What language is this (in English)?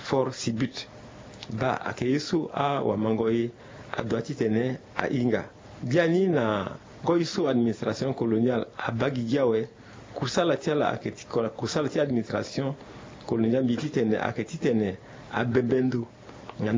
Sango